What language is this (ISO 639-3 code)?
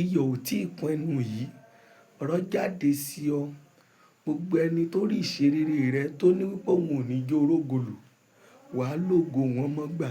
yor